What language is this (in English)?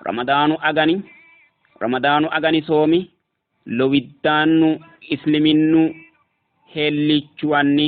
Sidamo